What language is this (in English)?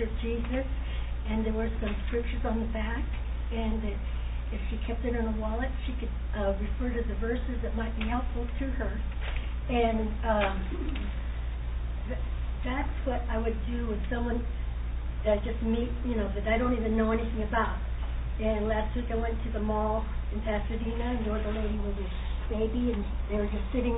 English